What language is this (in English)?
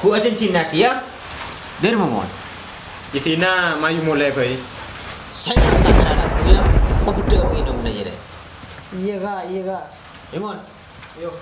Madurese